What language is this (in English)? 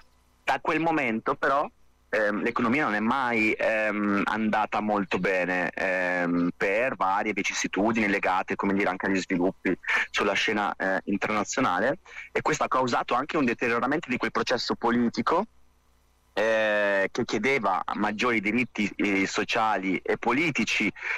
Italian